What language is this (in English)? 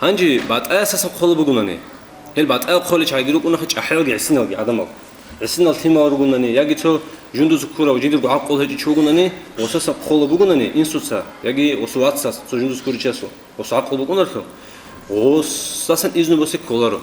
Avaric